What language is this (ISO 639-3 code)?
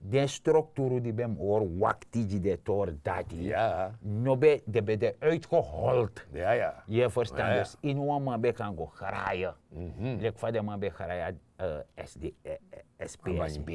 srn